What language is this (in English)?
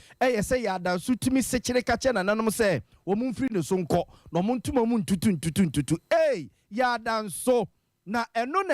Akan